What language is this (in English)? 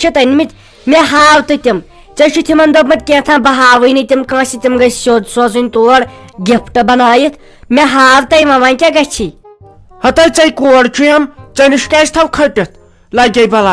Kashmiri